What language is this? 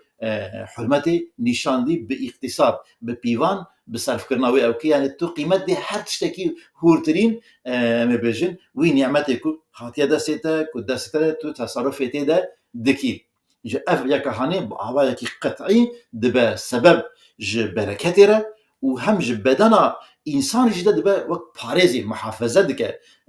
Kurdish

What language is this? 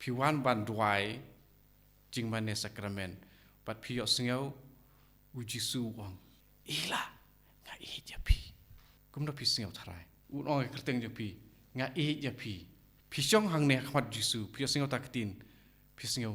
Khasi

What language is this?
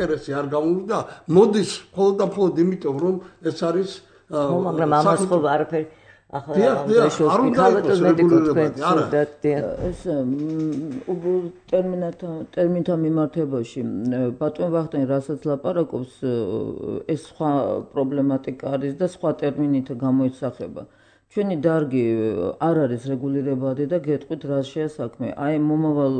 Georgian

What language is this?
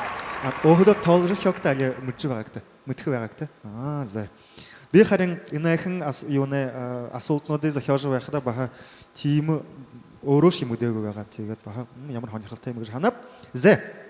Buriat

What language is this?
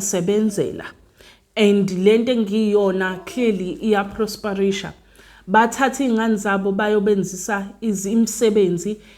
Zulu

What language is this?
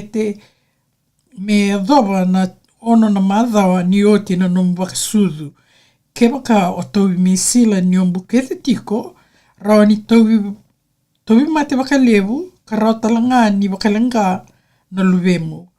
Fijian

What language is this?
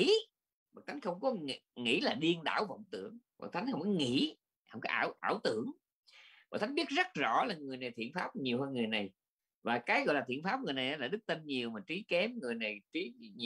Vietnamese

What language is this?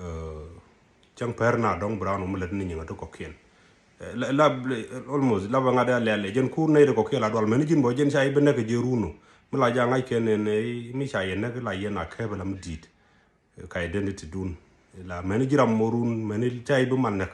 Nuer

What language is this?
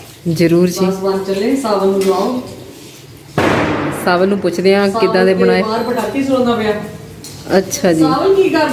Punjabi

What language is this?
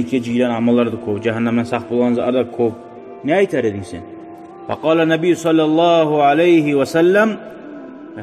Kumyk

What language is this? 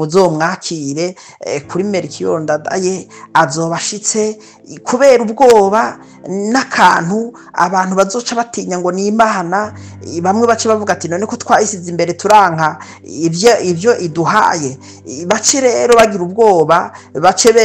Rundi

